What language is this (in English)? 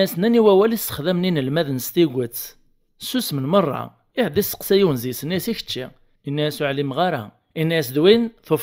Kabyle